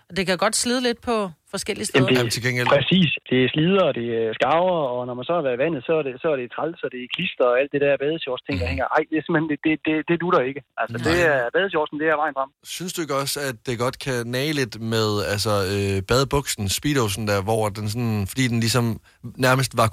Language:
Danish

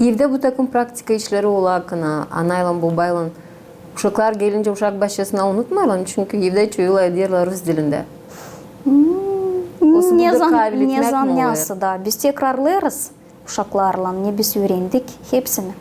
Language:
Gagauz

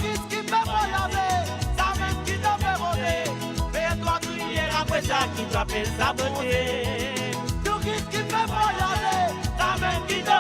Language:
Morisyen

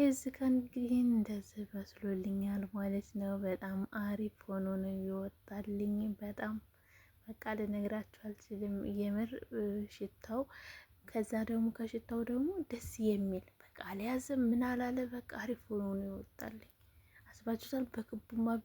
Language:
Amharic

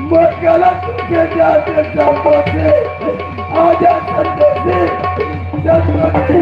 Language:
Chhattisgarhi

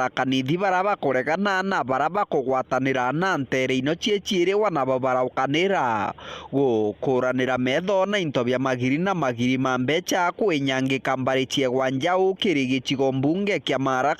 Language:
Meru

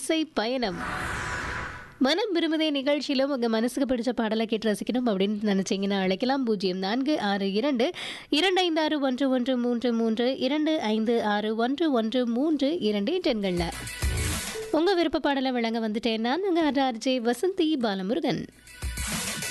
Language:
Tamil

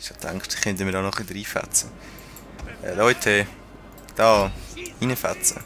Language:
Swiss German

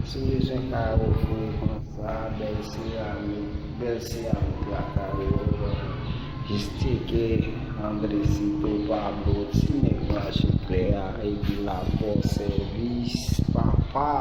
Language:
Haitian Creole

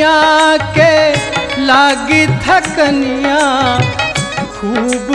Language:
Bhojpuri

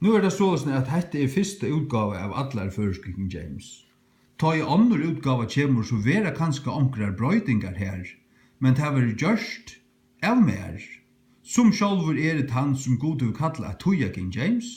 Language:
Faroese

